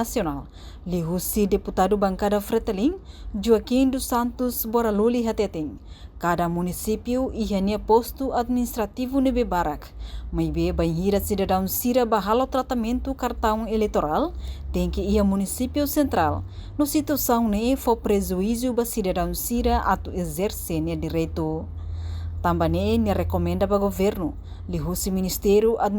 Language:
Tetum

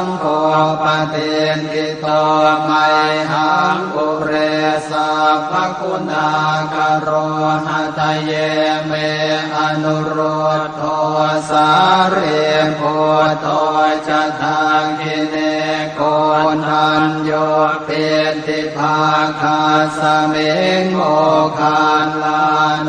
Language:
Pali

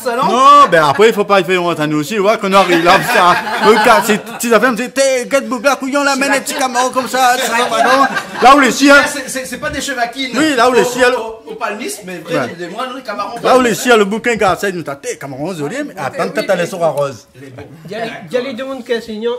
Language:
Réunion Creole French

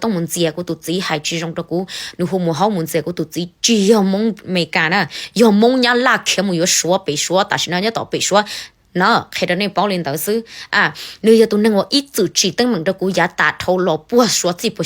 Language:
Hmong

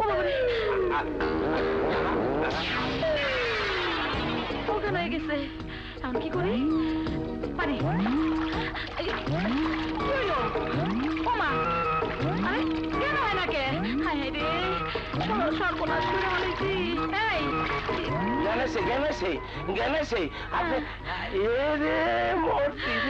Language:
Bangla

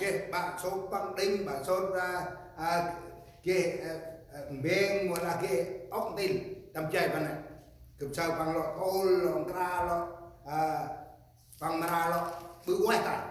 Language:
Central Mnong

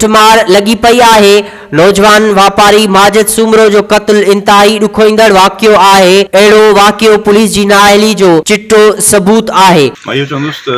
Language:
Sindhi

